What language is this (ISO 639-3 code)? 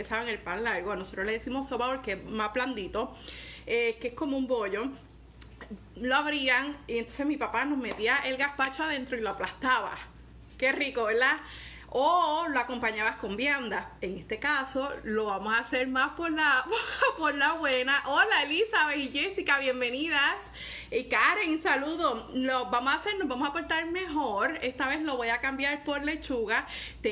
spa